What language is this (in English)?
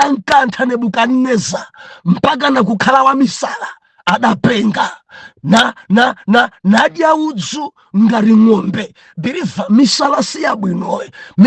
Nyanja